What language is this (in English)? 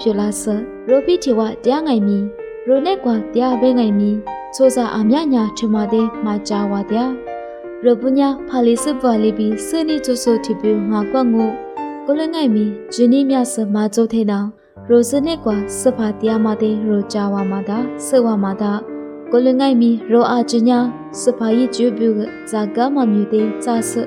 Lisu